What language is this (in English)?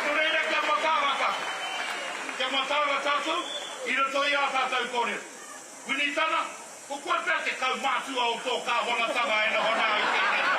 Māori